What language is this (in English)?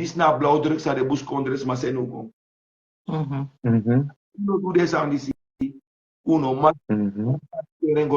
Sranan Tongo